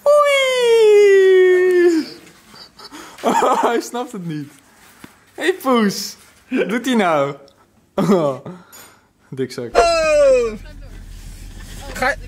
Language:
Dutch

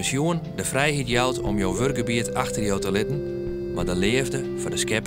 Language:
Western Frisian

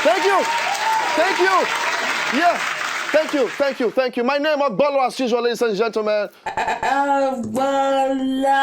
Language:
Nigerian Pidgin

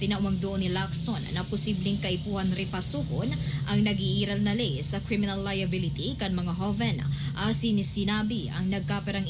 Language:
Bikol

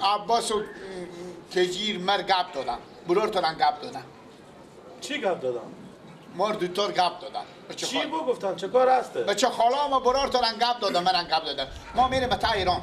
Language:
Persian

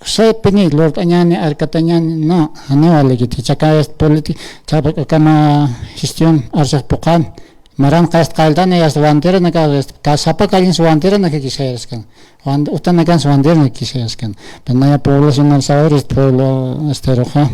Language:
Aymara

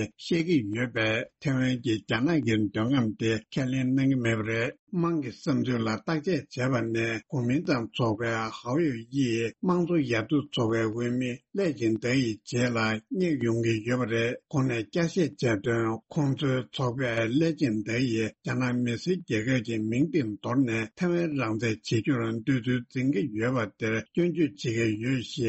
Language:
Tibetan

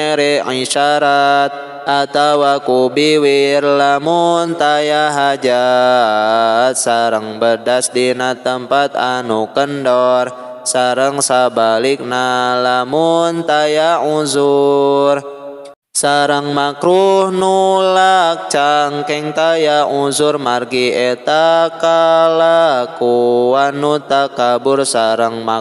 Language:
Sundanese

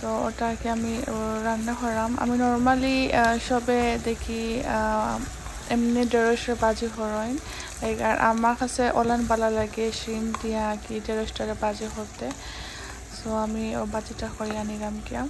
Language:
Sylheti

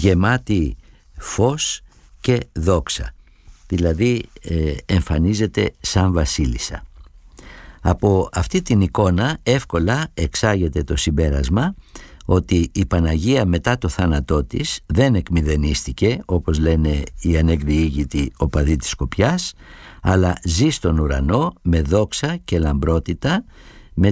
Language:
Greek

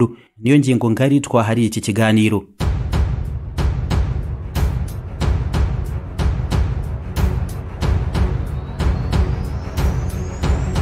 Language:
Kinyarwanda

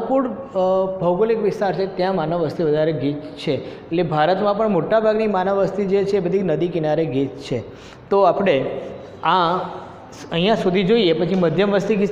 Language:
Gujarati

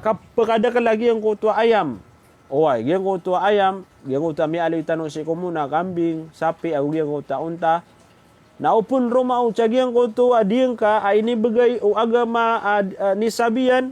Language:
Maranao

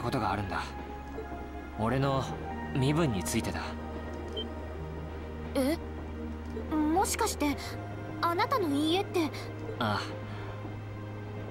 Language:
Japanese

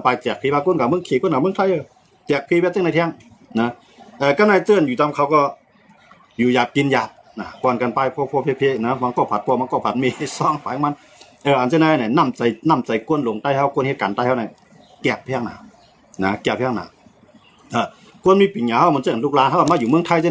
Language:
Shan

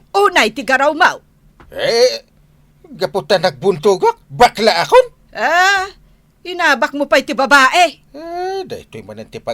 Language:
Iloko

